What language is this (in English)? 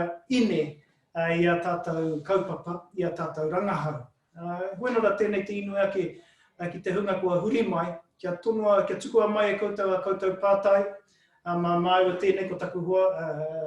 Māori